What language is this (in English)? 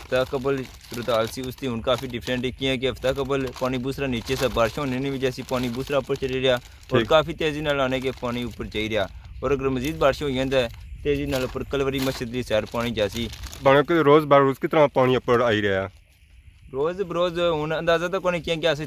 Pahari-Potwari